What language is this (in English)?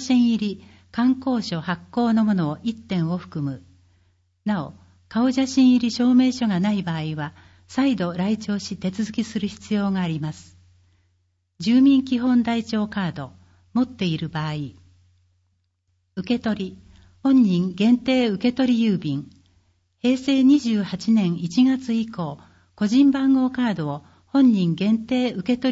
Japanese